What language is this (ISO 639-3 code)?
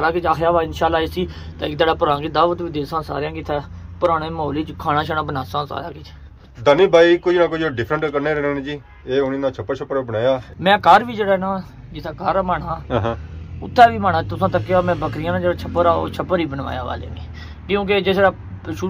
phr